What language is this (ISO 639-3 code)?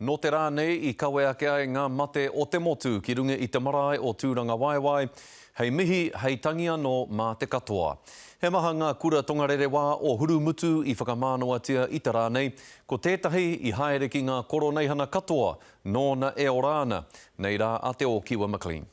mri